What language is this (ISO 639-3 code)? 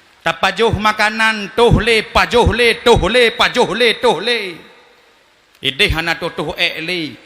ace